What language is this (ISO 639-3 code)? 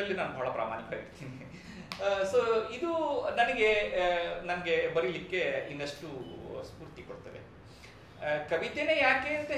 kan